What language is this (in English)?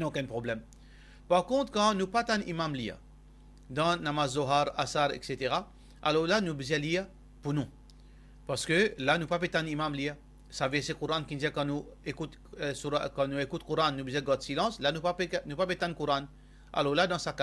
Morisyen